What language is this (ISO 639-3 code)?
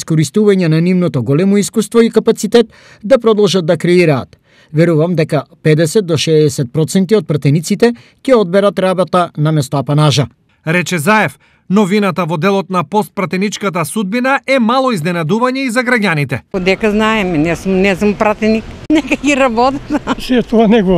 mkd